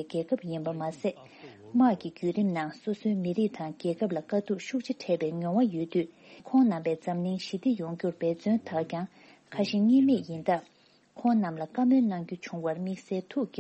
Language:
Tibetan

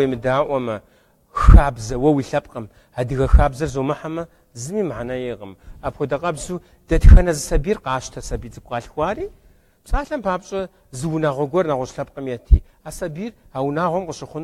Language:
Kabardian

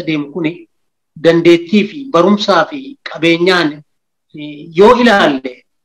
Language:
Oromo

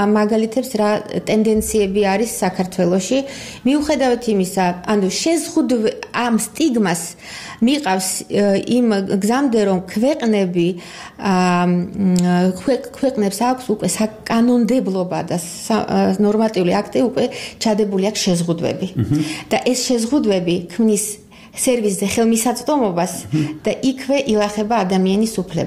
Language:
Georgian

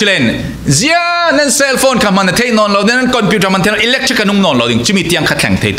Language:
Falam Chin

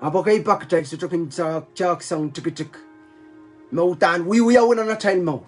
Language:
Pohnpeian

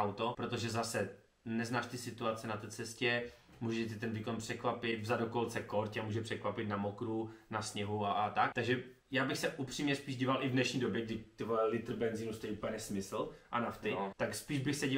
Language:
Czech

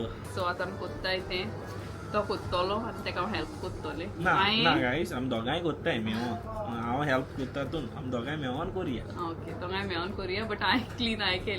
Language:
Konkani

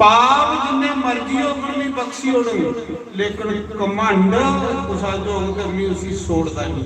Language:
Dogri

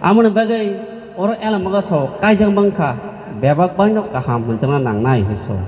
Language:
Kok Borok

